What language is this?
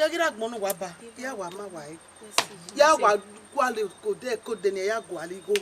Bini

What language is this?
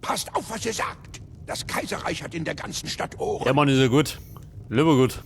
Bavarian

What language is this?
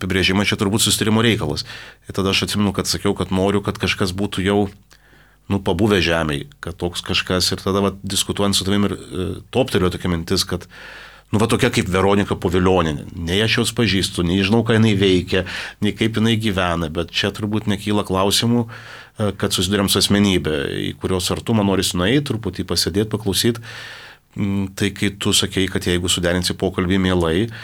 Lithuanian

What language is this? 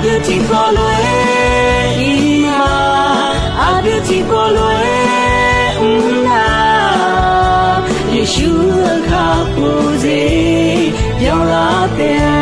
Akha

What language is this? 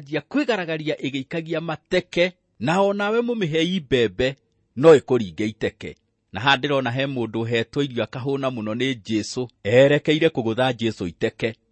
Kikuyu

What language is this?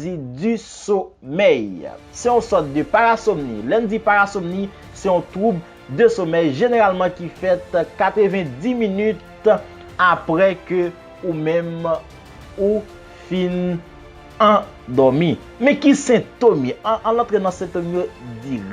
Haitian Creole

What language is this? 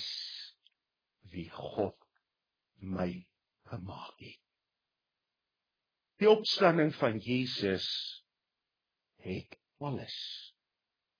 Afrikaans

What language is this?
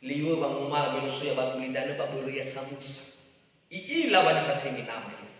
Nias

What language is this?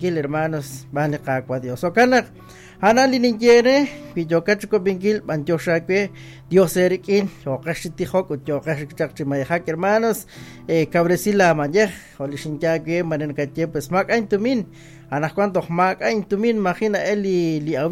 Kekchí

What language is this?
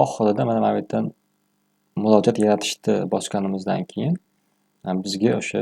Uzbek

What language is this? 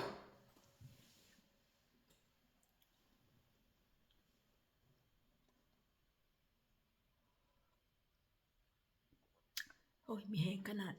Northeastern Thai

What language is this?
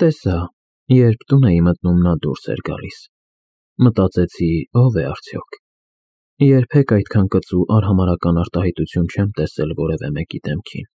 Armenian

